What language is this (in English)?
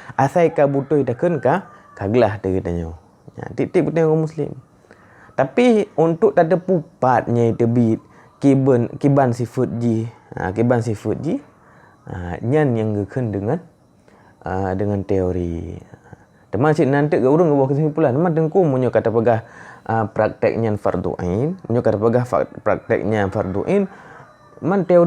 Achinese